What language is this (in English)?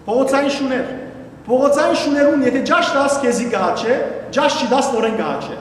Western Armenian